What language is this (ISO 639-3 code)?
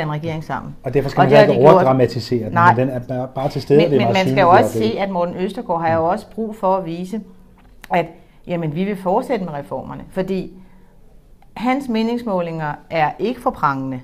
dan